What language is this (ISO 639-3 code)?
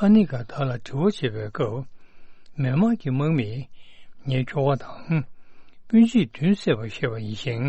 bod